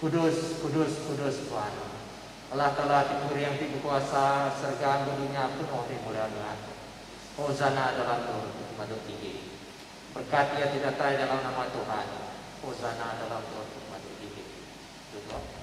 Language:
Iban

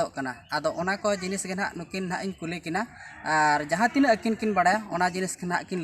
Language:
Santali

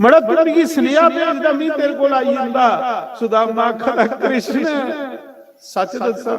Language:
Dogri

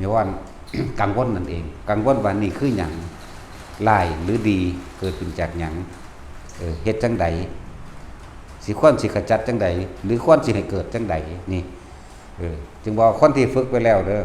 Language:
Lao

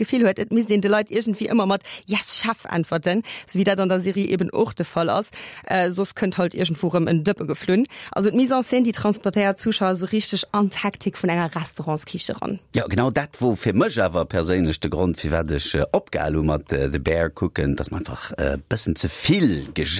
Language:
Luxembourgish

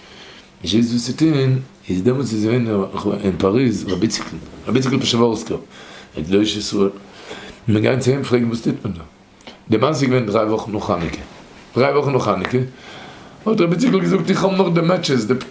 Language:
Yiddish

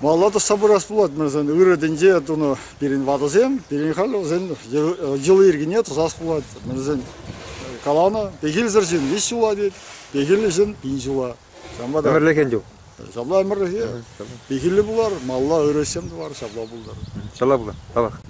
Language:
Chuvash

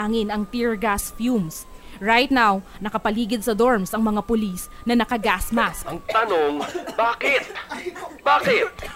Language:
Filipino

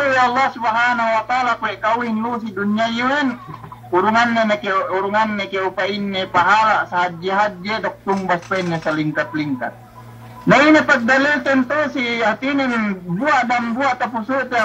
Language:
Yakan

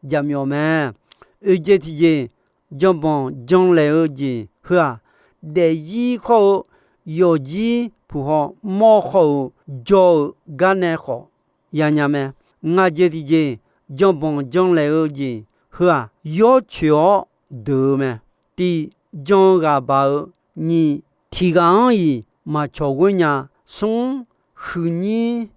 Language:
Akha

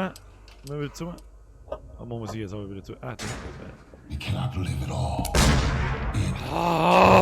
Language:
Bavarian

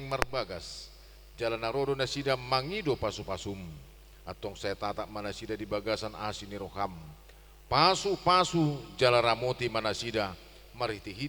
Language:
Batak Toba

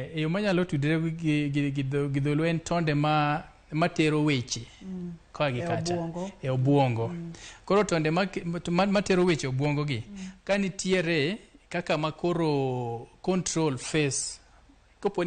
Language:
Luo (Kenya and Tanzania)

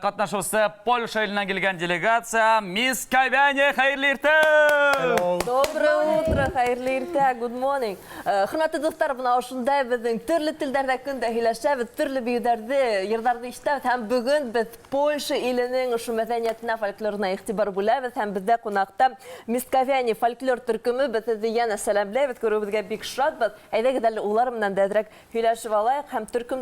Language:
Bashkir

